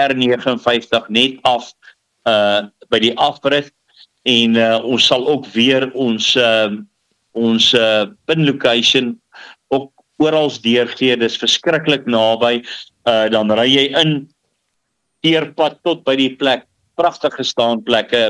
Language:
Afrikaans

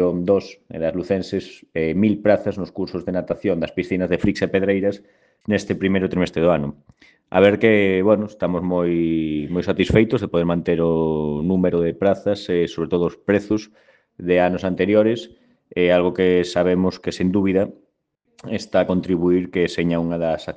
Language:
Galician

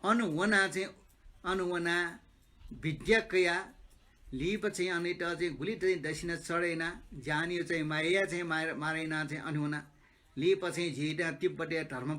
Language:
Newari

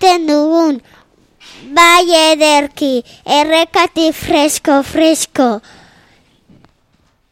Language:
Basque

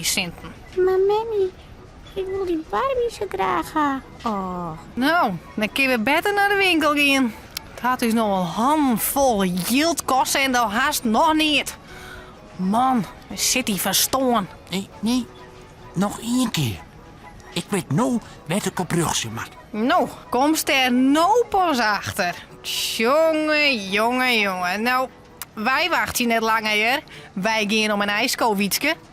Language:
Western Frisian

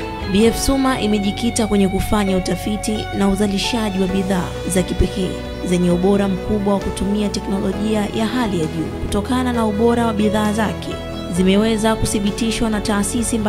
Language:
Swahili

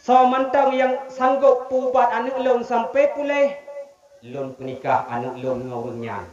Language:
Achinese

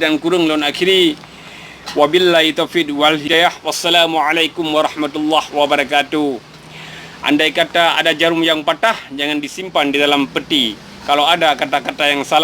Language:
Achinese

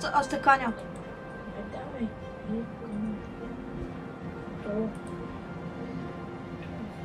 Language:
Bulgarian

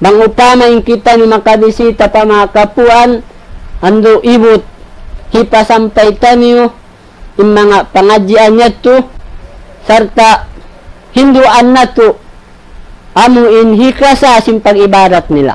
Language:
Tausug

